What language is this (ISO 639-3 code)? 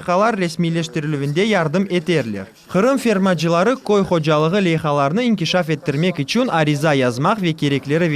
crh